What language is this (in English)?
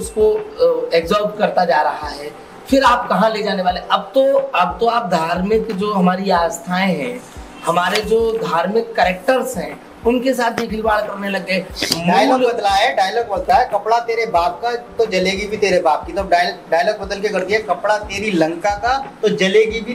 Hindi